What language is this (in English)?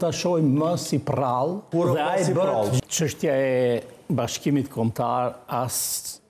Albanian